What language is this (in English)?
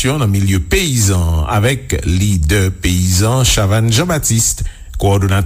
Haitian Creole